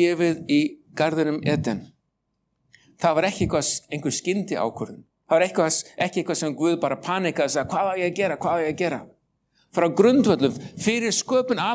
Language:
Icelandic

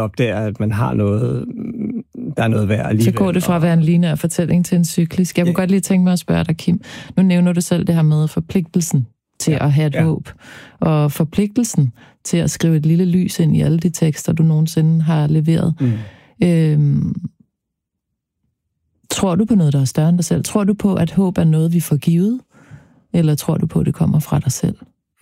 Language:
Danish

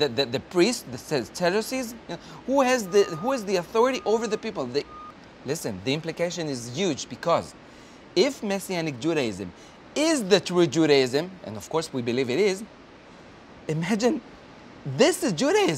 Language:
English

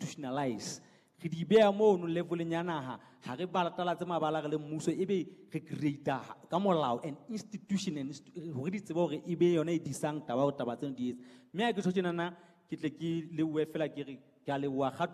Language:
Southern Sotho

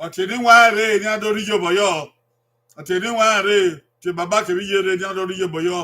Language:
Bini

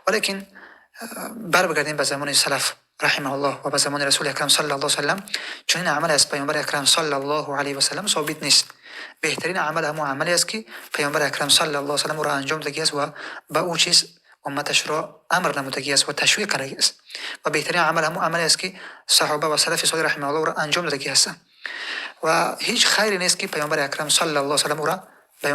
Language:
Tajik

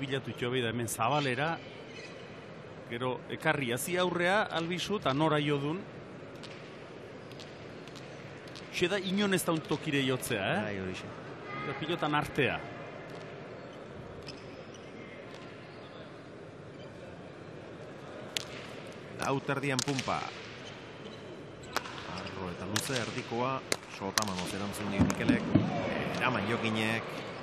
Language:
Basque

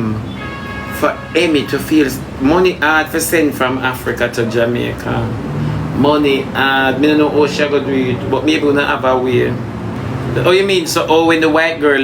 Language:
Jamaican Creole English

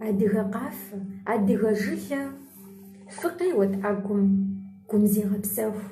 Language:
Kabardian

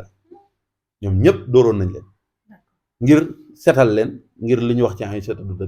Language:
Wolof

